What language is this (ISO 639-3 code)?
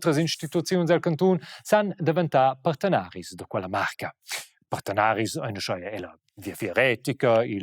roh